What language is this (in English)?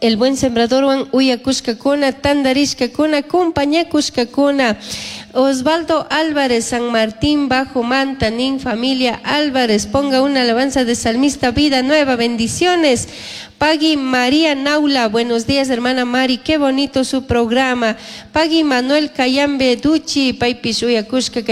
Chimborazo Highland Quichua